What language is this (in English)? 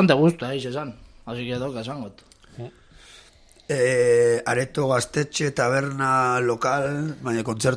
Basque